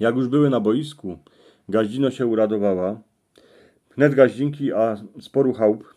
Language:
Silesian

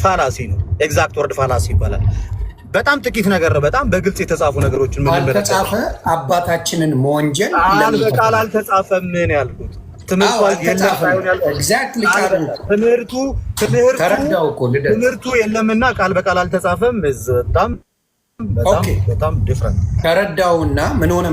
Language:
Amharic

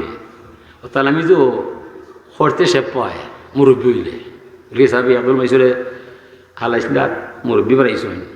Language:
Sylheti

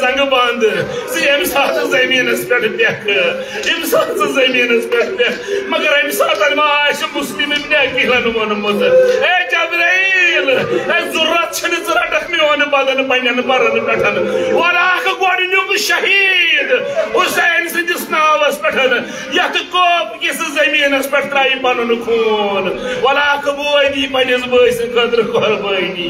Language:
Kashmiri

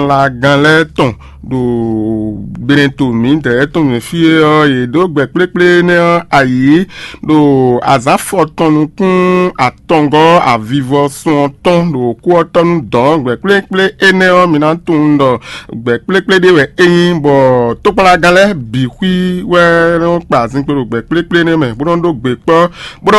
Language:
Fon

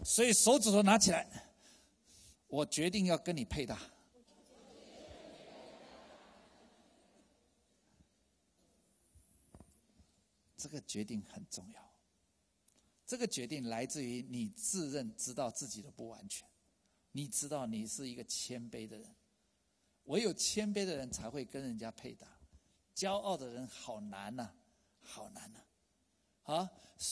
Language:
Chinese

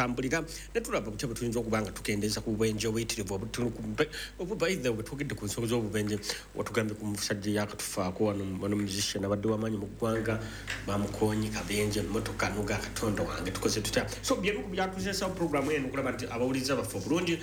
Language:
Ganda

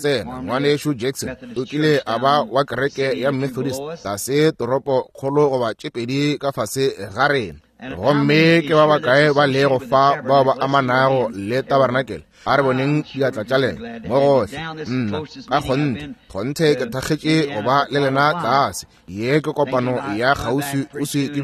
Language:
Northern Sotho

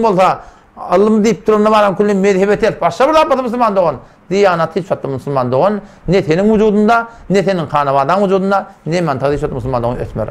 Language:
Turkmen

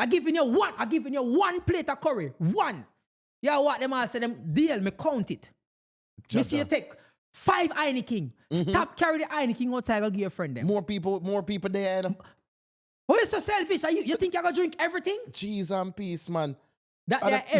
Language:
Jamaican Creole English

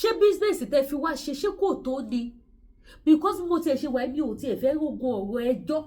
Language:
Yoruba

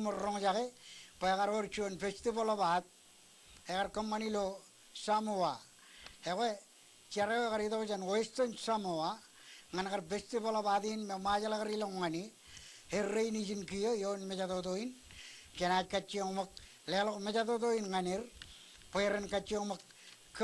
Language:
Marshallese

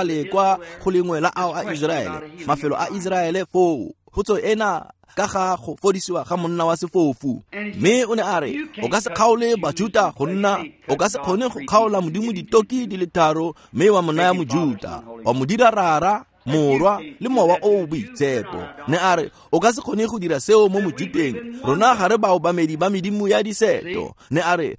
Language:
Tswana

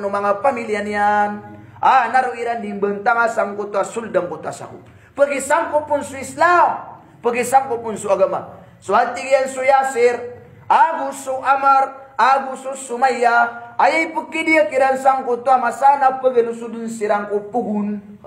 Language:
Maranao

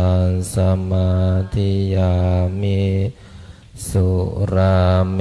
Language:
Pali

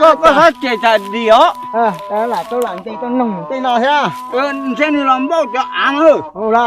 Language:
Hmong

